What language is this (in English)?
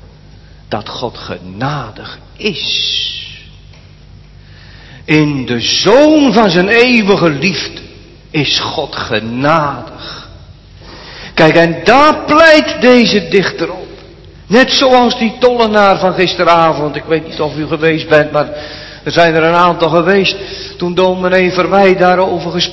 Dutch